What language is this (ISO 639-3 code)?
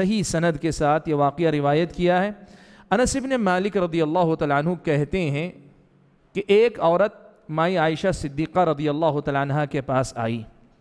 urd